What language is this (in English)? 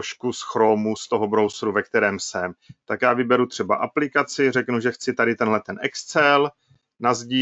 Czech